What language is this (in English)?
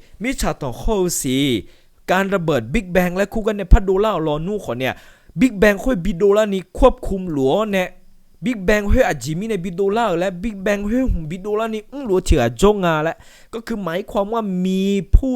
Akha